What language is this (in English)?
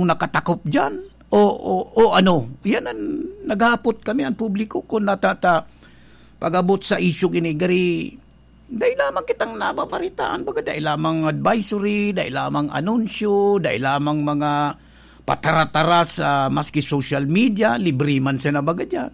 Bikol